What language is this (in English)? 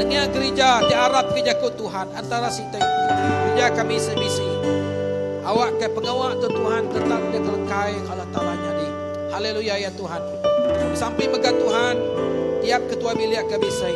Iban